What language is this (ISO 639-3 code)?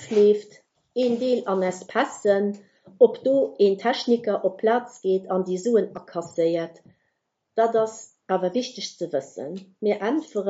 ltz